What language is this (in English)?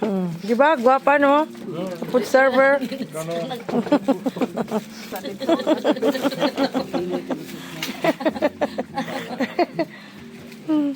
Cebuano